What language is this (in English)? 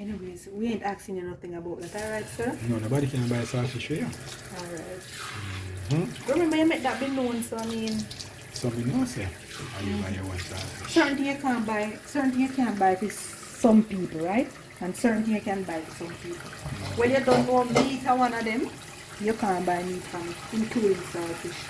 Jamaican Creole English